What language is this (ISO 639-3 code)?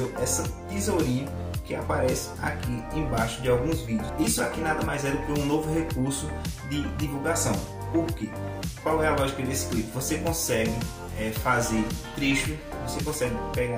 por